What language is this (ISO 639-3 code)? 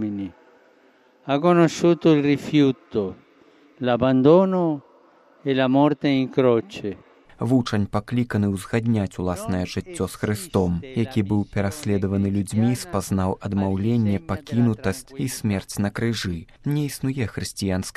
bel